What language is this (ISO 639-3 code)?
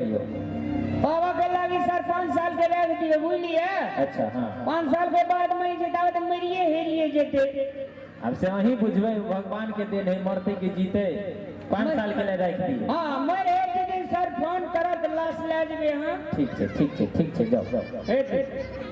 mai